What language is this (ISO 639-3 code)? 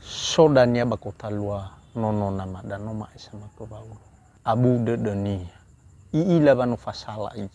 nia